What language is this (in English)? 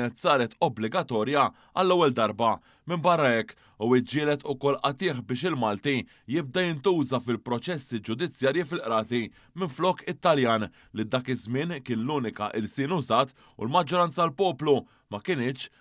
Maltese